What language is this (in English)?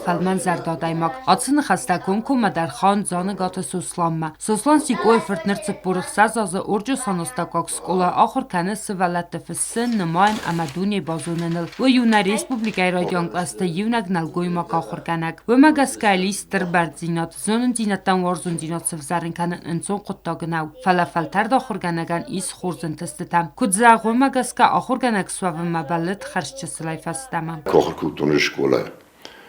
Ossetic